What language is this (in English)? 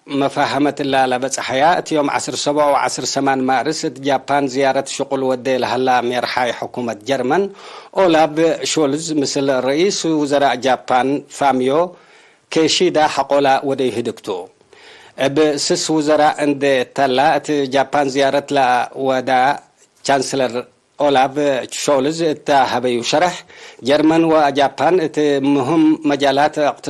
Tigre